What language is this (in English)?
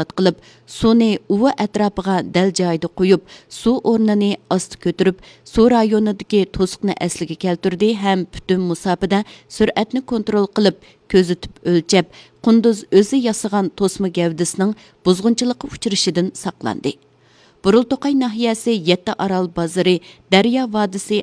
Uyghur